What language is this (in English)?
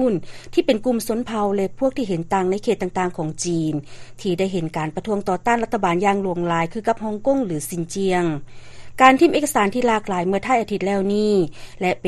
Lao